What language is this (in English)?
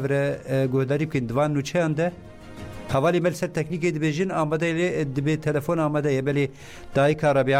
Kurdish